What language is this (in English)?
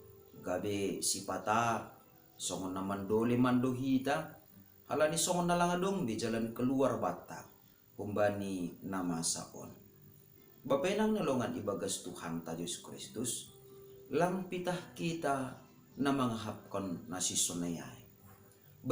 Batak Simalungun